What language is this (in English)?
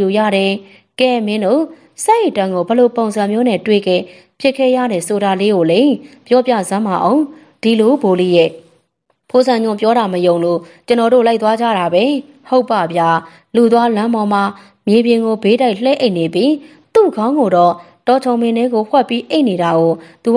Burmese